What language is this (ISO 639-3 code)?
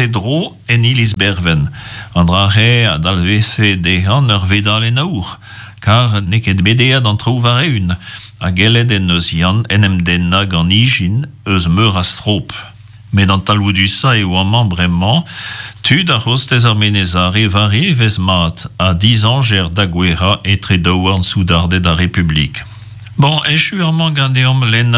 bre